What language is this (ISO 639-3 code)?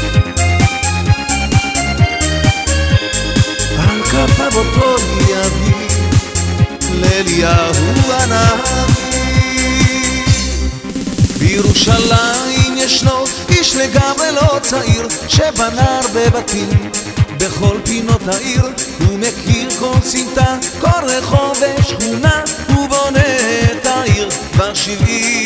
heb